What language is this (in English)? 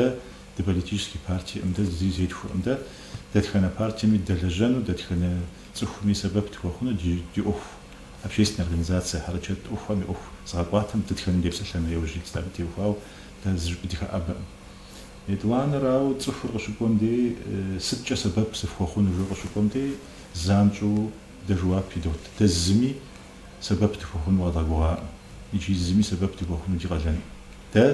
Kabardian